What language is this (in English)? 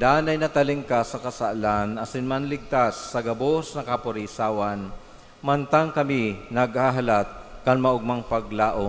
Bikol